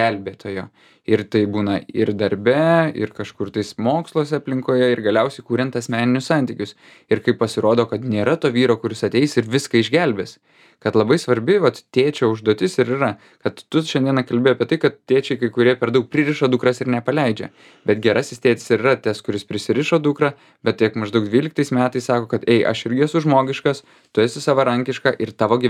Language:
Lithuanian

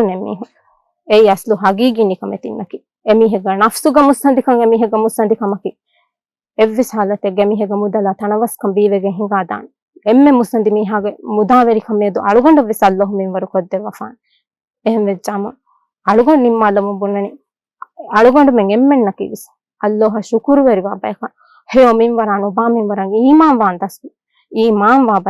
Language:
Divehi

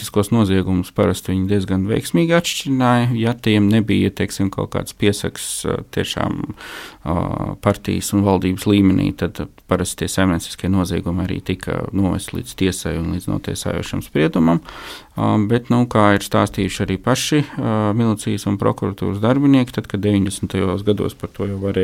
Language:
Latvian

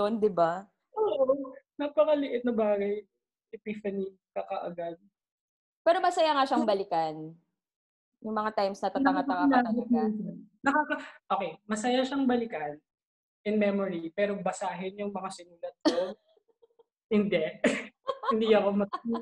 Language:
Filipino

